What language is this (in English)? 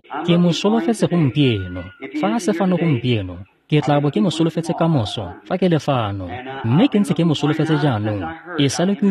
Tswana